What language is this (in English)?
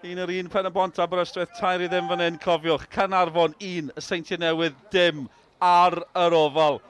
Welsh